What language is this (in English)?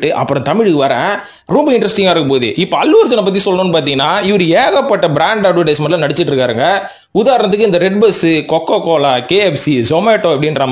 Tamil